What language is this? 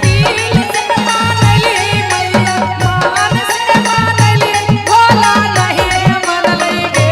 Magahi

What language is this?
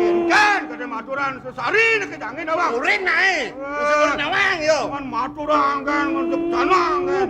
Balinese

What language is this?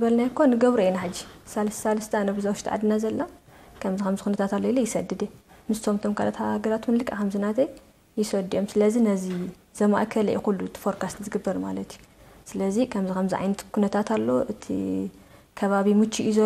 Tigrinya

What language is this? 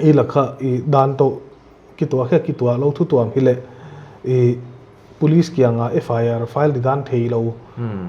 Paite Chin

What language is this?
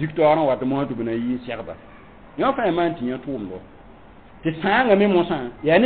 Mossi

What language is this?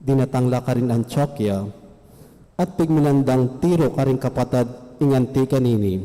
Pampanga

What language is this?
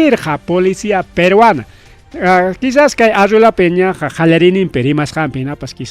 Ayacucho Quechua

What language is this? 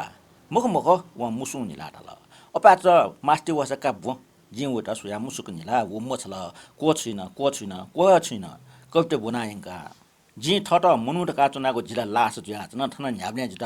Newari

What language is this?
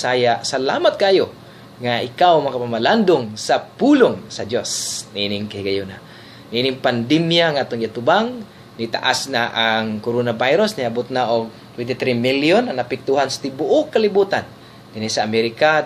Cebuano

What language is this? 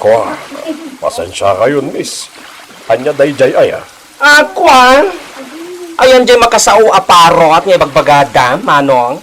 Iloko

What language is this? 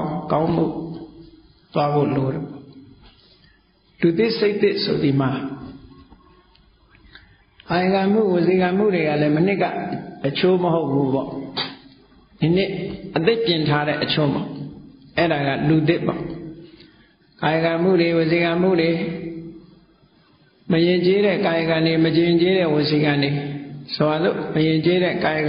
Burmese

